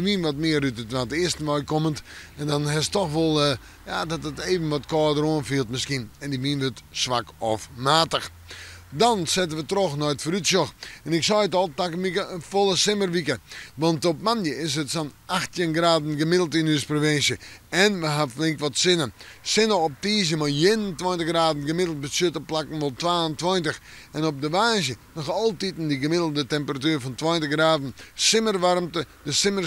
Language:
Western Frisian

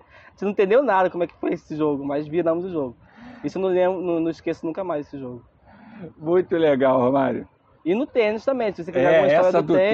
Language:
Portuguese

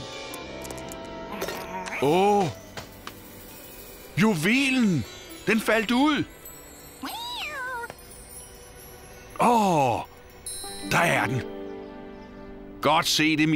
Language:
Danish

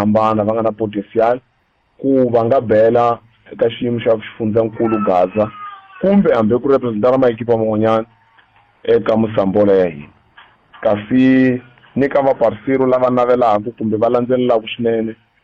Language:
Tsonga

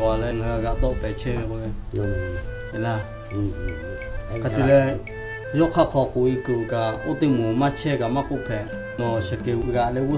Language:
Lahu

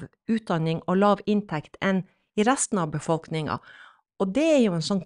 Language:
Norwegian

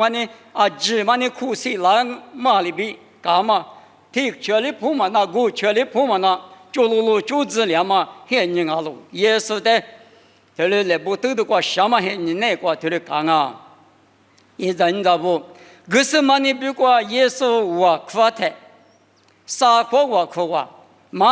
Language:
Lisu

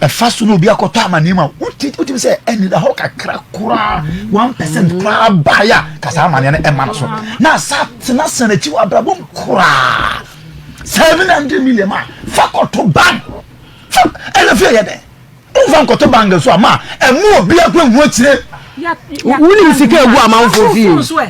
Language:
Akan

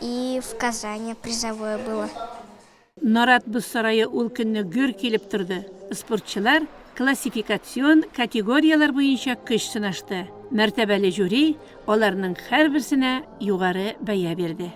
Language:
Tatar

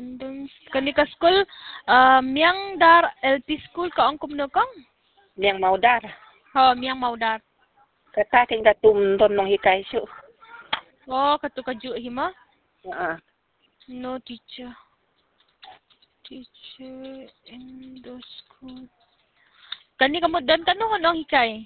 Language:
Khasi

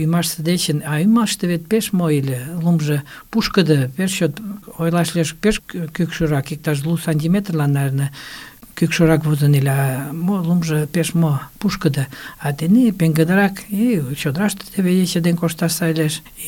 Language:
Mari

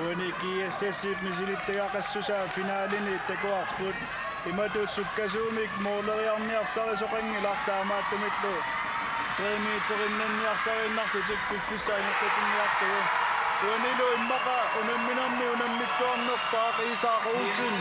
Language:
Kalaallisut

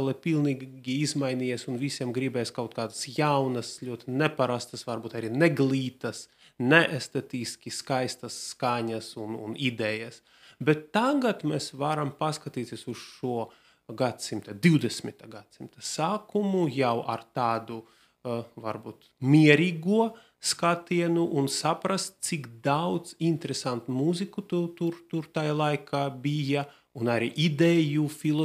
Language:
Latvian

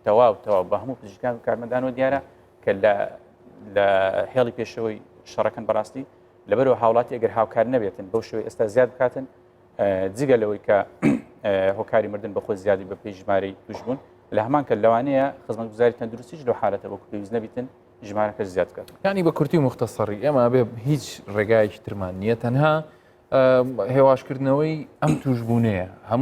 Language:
Central Kurdish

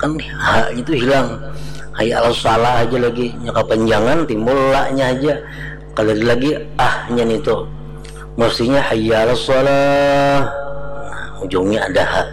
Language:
Banjar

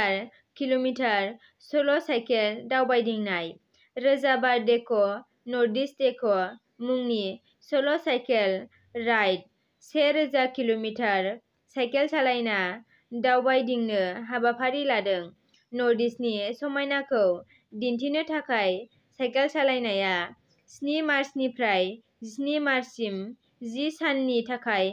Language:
Bodo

